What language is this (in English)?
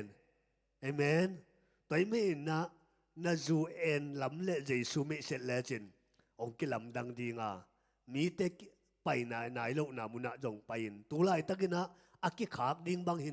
Tedim Chin